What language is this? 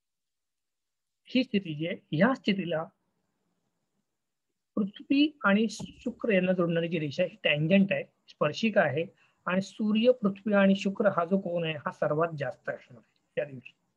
Marathi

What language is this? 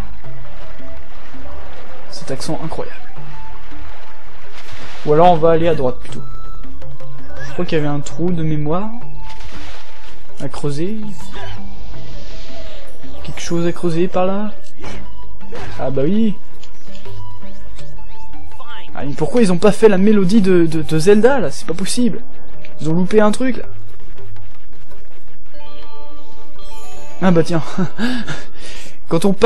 French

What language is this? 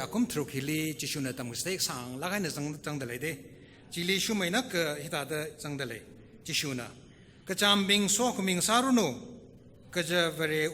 Tangkhul Naga (India)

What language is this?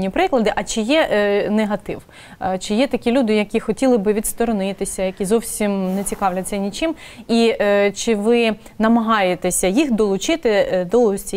Ukrainian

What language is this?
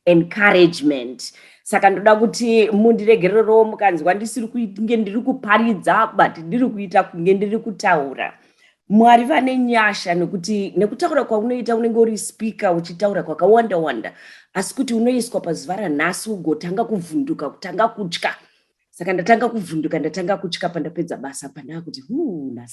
Shona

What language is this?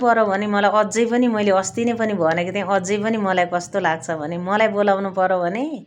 Nepali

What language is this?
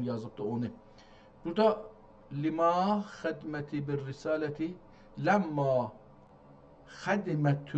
South Azerbaijani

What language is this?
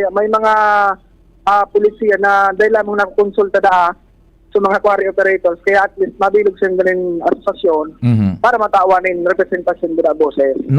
Bikol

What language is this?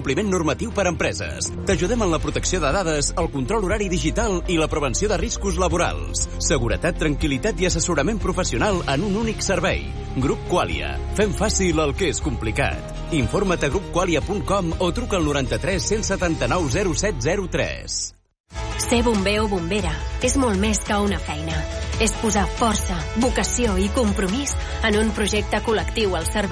Catalan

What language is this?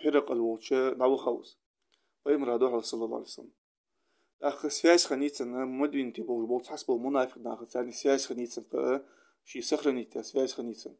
Ingush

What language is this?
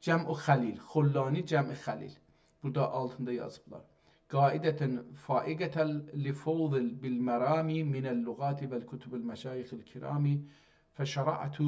South Azerbaijani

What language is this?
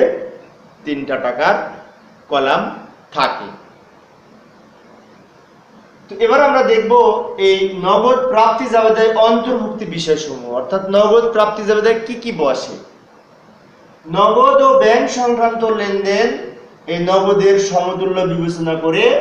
Bangla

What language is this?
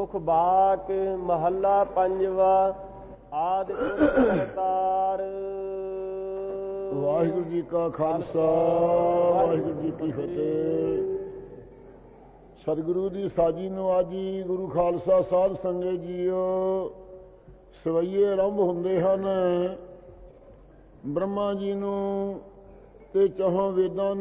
Punjabi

